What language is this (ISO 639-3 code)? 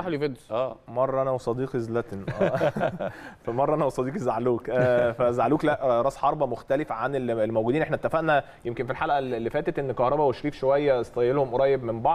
arz